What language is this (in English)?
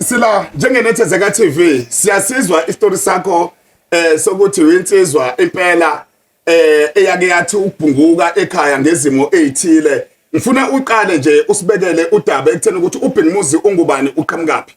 Zulu